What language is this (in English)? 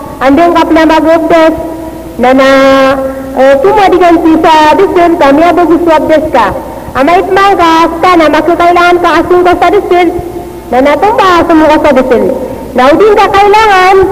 Maranao